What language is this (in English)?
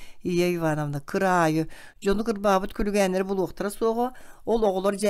Yakut